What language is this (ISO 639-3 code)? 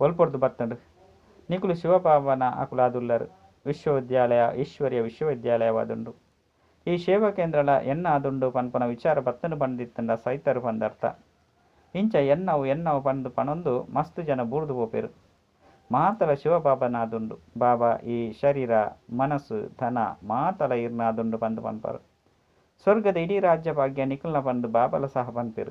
tcy